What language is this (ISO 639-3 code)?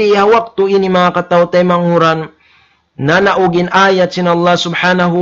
tsg